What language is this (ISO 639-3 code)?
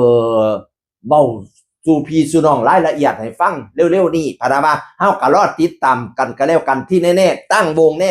tts